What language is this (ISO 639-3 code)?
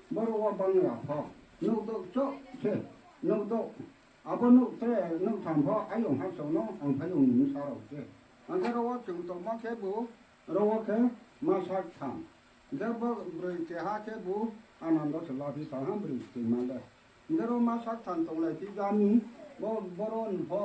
ria